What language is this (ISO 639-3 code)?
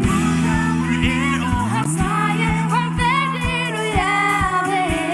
fao